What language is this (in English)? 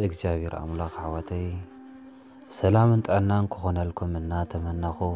Tigrinya